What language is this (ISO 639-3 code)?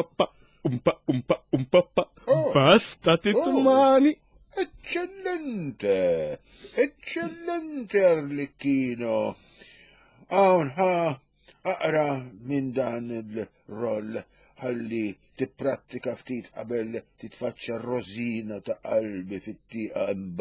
mlt